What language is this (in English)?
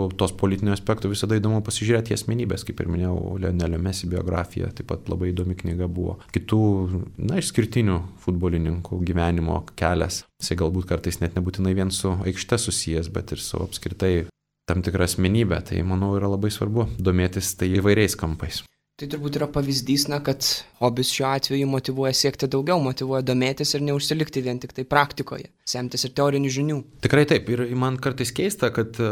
Lithuanian